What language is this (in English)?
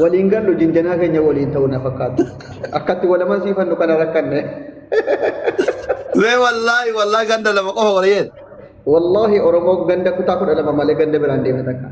Oromo